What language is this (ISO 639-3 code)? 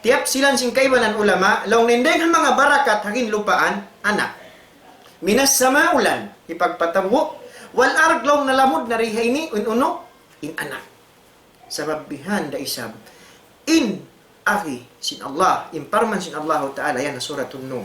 tsg